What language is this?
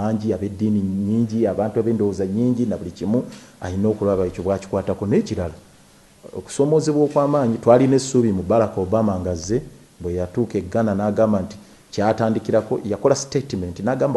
Ganda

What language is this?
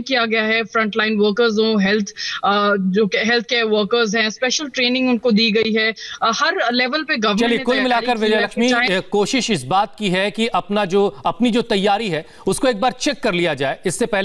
Hindi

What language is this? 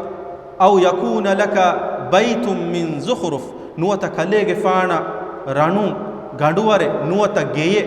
Divehi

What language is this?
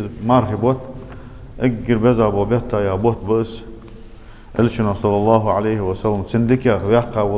Ingush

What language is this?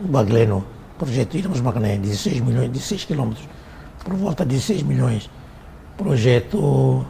Tetum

